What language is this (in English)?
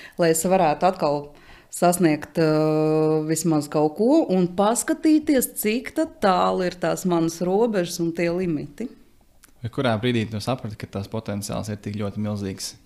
Latvian